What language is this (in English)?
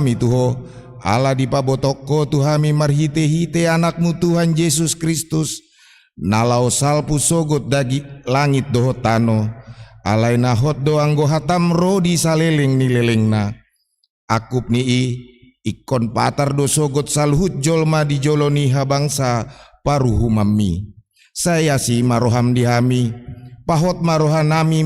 Batak Toba